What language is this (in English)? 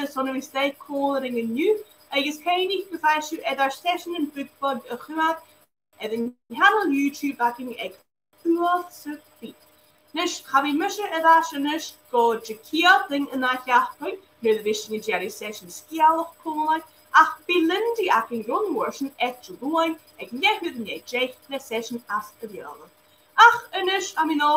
Scottish Gaelic